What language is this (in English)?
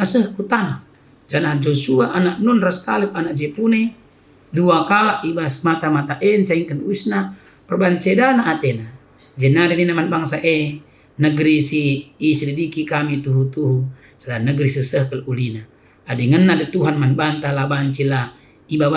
Batak Karo